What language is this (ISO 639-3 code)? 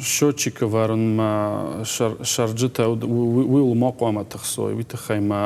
oss